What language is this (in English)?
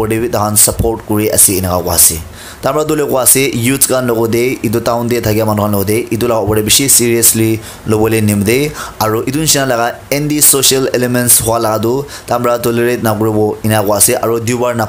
Naga Pidgin